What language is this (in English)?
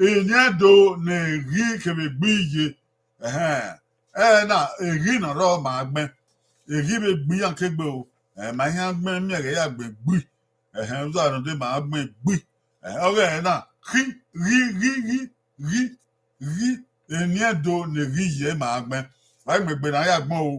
Bini